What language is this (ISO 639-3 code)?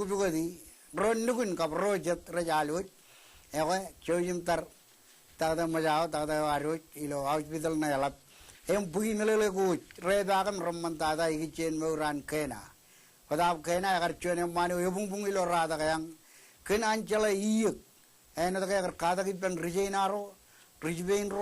mah